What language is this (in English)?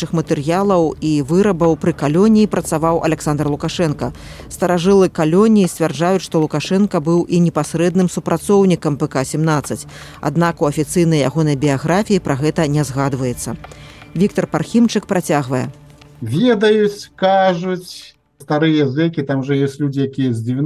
Belarusian